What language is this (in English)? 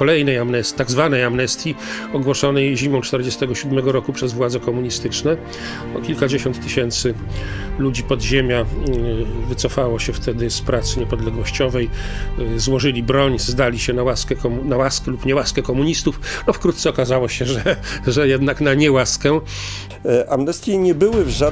Polish